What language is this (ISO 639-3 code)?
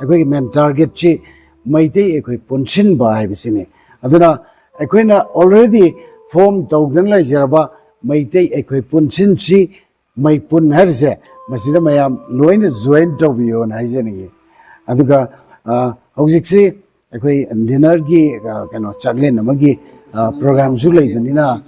mni